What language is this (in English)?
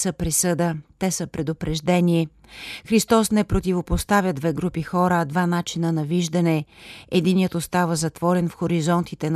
Bulgarian